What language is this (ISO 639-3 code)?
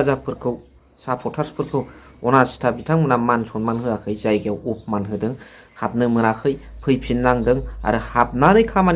brx